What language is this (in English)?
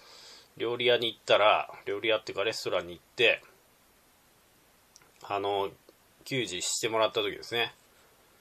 Japanese